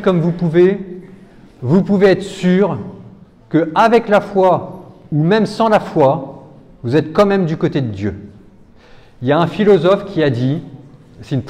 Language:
French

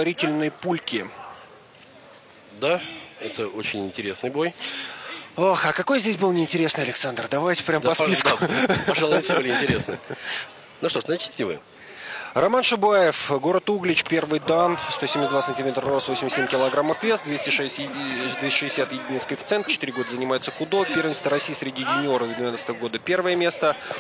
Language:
Russian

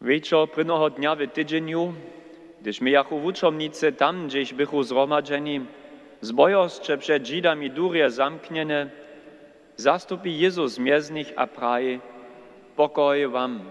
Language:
Upper Sorbian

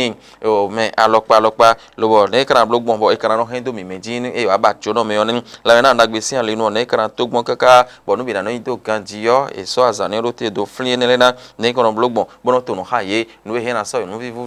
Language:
Fon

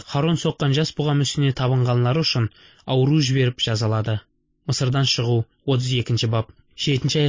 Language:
Kazakh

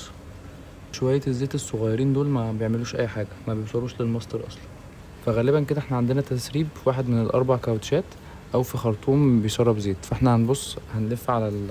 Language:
Egyptian Arabic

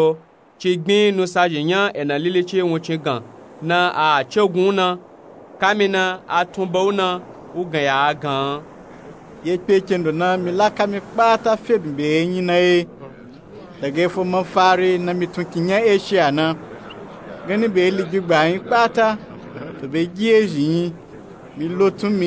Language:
Nupe-Nupe-Tako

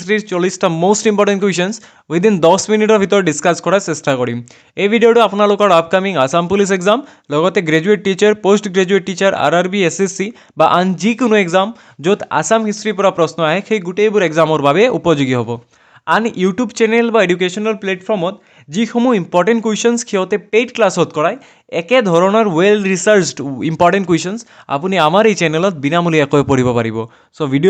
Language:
Assamese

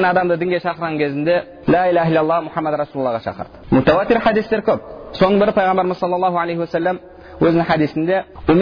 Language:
Kazakh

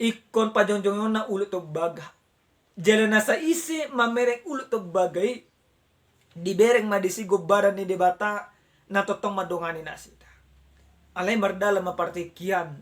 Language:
Batak Toba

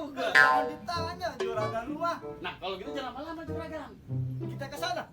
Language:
Betawi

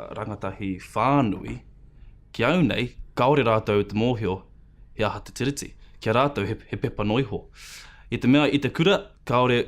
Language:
Māori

